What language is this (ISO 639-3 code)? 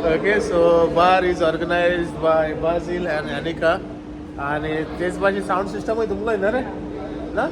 kok